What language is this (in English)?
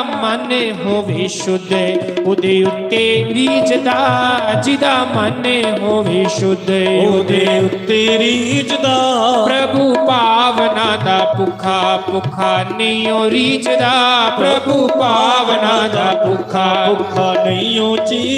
Dogri